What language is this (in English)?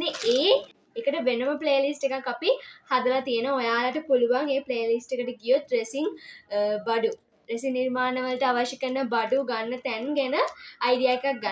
Sinhala